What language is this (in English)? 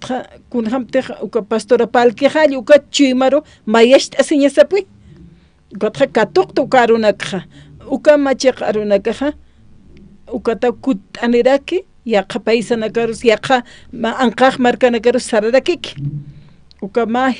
Aymara